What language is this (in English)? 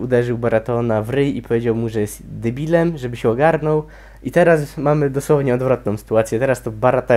Polish